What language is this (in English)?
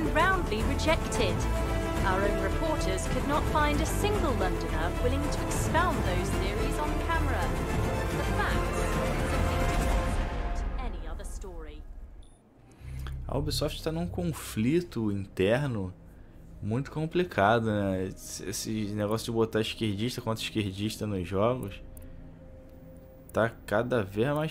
Portuguese